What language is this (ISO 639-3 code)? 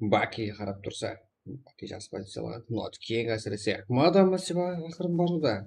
kaa